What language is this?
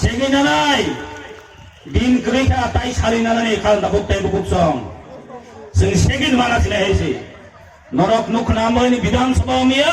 Kok Borok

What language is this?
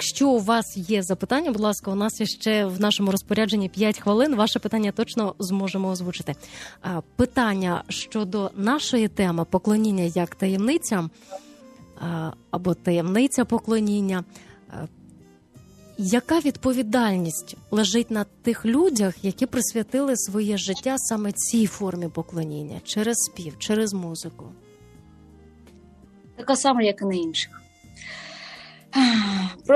Ukrainian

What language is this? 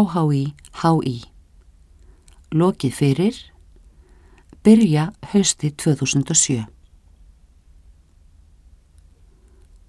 Icelandic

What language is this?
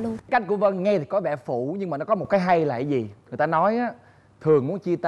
Vietnamese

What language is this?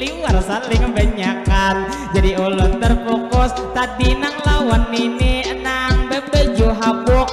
Banjar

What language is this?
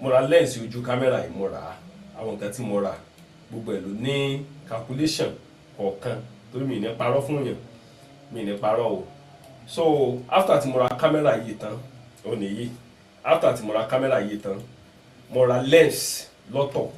Yoruba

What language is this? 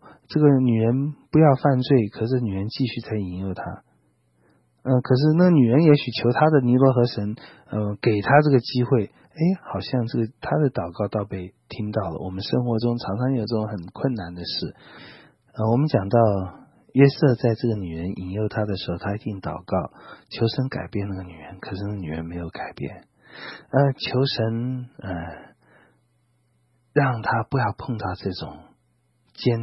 Chinese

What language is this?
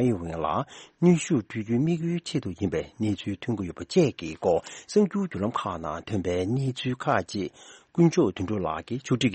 Tibetan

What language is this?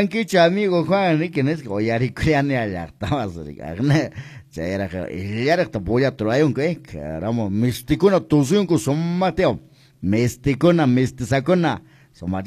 Quechua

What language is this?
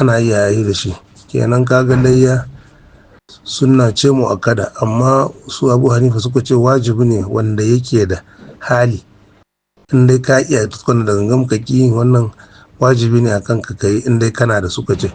Hausa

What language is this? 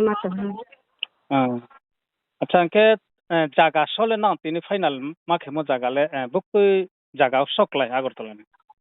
Riang (India)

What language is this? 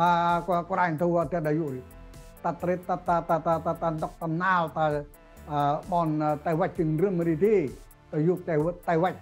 Central Mnong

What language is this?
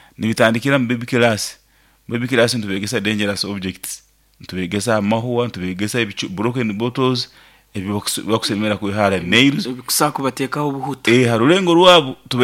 Nyoro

